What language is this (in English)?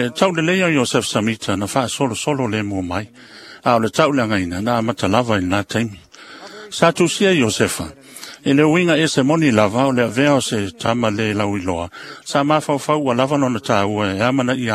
Samoan